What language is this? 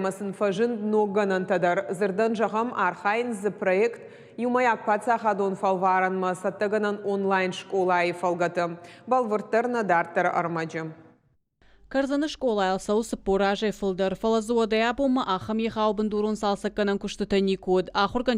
Ossetic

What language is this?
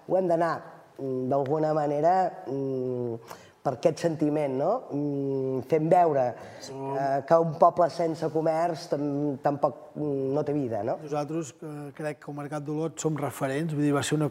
Catalan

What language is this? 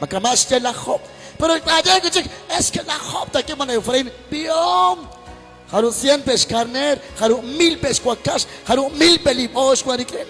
Kekchí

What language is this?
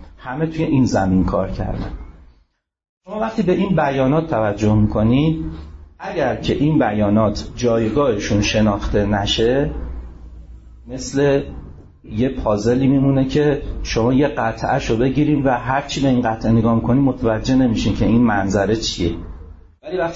Persian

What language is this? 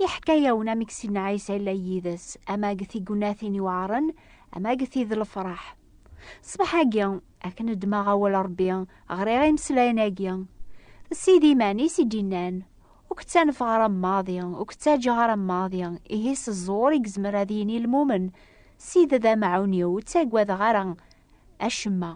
Kabyle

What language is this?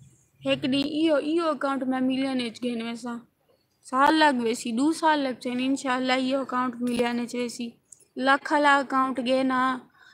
Saraiki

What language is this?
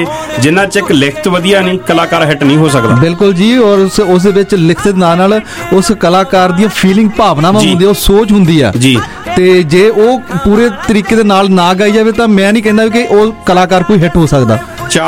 Punjabi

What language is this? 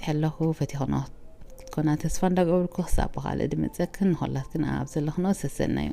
Tigrinya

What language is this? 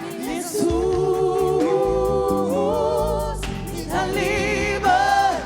Papiamento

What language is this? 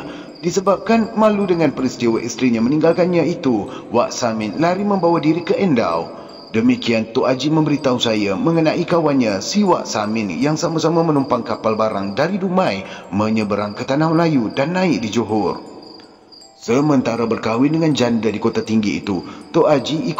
Malay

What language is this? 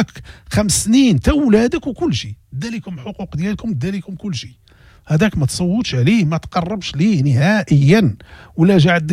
Moroccan Arabic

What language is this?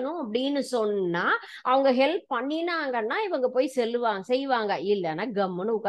Tamil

